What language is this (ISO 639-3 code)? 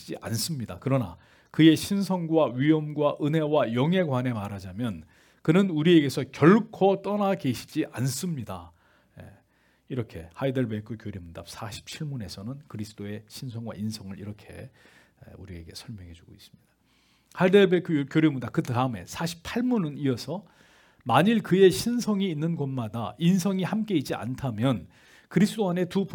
kor